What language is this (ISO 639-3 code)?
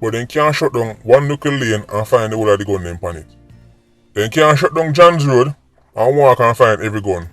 jam